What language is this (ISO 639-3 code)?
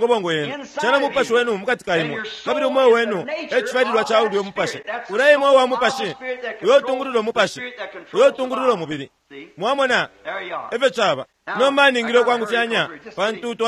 bem